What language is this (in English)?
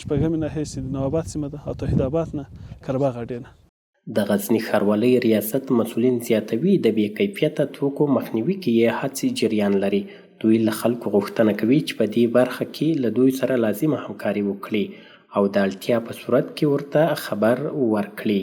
Pashto